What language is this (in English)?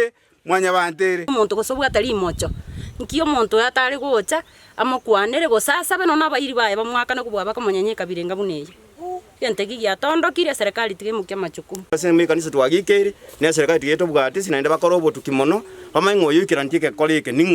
Gusii